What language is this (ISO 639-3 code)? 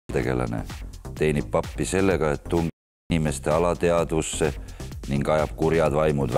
est